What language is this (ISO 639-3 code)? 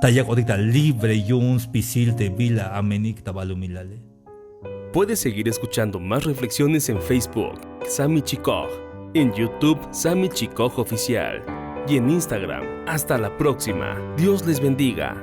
tzh